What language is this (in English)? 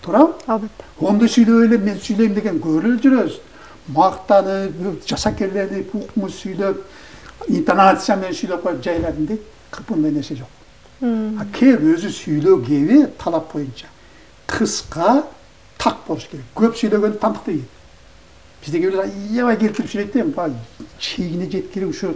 Kyrgyz